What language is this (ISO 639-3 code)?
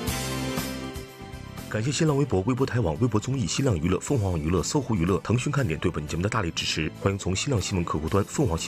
zho